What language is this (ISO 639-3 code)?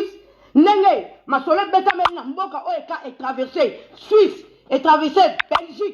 lin